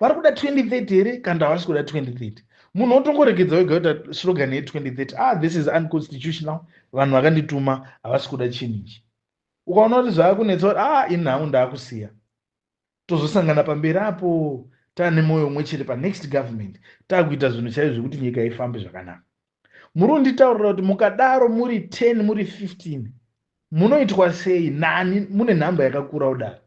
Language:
Shona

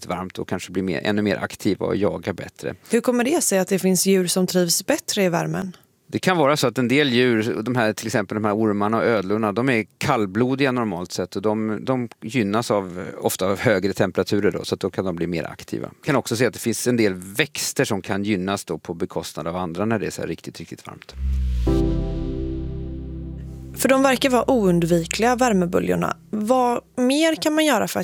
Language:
Swedish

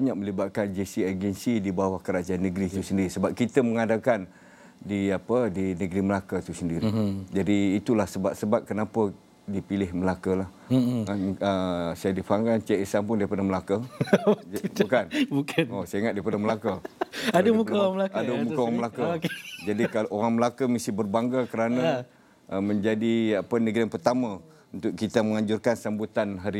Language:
Malay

